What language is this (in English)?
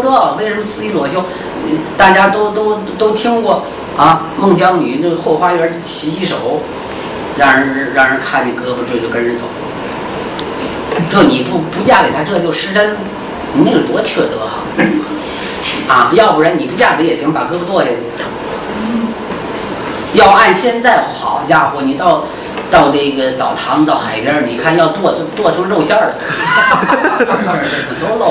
Chinese